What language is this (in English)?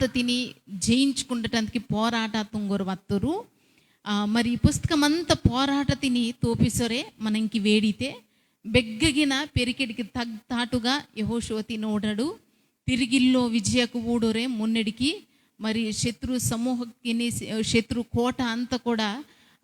Koya